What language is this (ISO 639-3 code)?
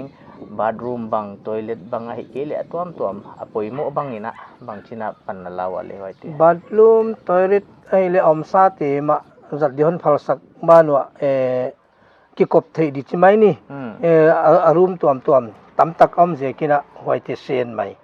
pck